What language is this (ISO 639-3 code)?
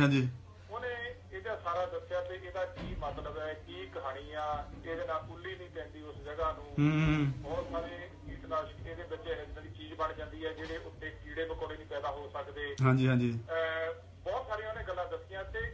pan